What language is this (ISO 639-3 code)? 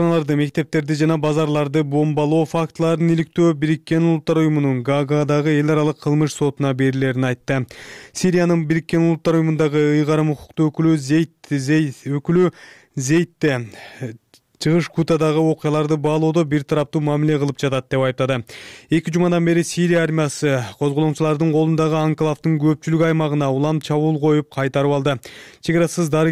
kir